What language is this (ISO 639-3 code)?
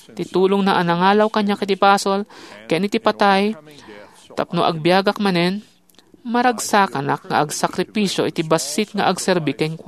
ilo